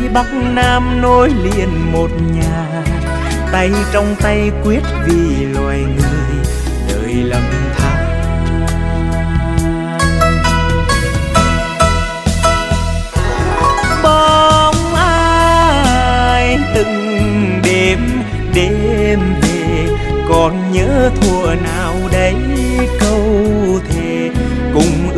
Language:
Vietnamese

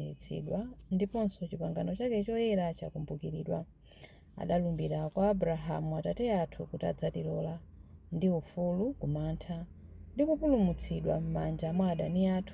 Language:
Nyanja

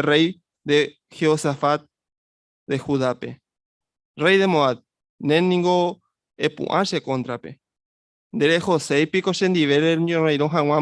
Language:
Guarani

